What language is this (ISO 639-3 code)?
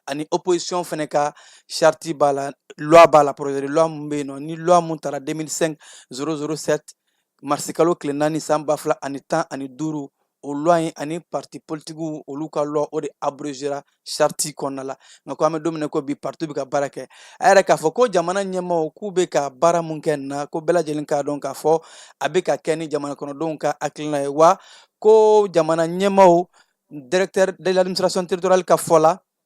bam